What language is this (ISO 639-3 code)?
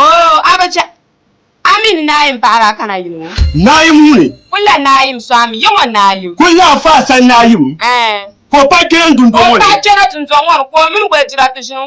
dag